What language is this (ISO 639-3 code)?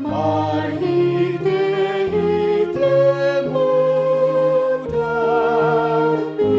bbc